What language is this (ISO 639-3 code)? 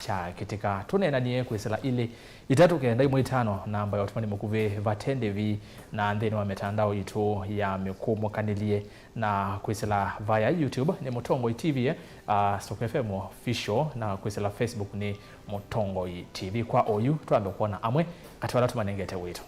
kam